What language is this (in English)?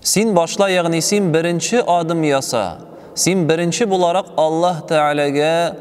Tatar